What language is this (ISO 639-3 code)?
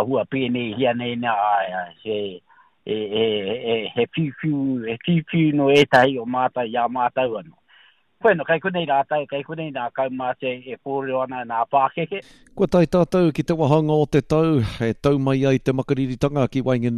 mri